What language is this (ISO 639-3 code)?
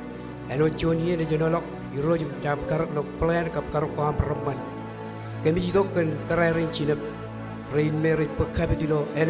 mah